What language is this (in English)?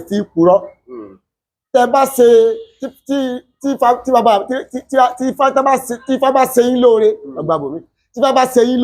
Yoruba